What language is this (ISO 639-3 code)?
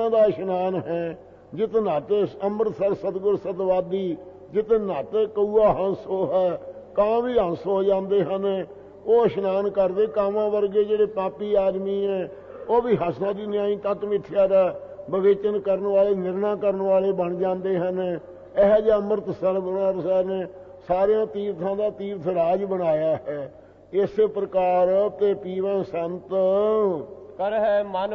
pan